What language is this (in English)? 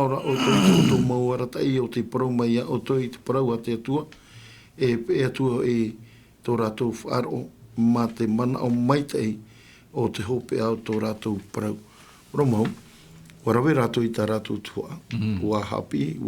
Tahitian